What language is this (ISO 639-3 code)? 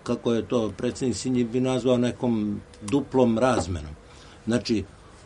srp